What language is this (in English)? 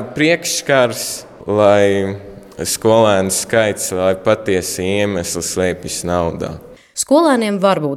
Latvian